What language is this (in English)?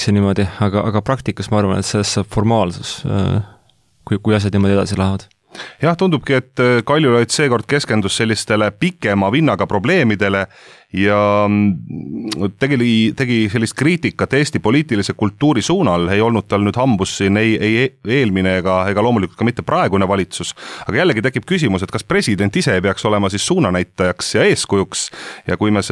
Estonian